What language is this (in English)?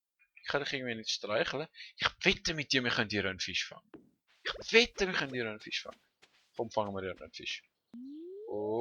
Swiss German